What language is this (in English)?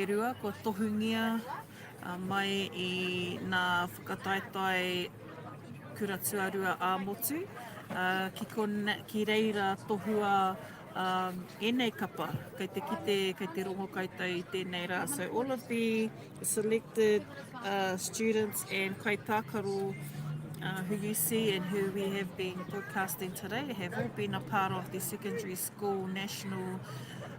Māori